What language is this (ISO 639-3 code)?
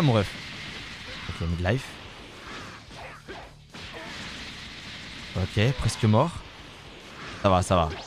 fra